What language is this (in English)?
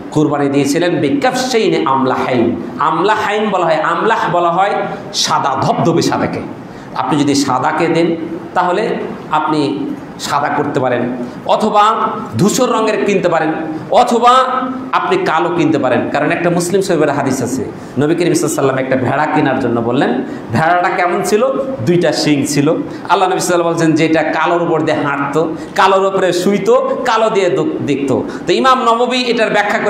Bangla